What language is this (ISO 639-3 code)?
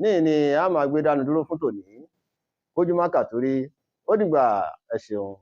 yor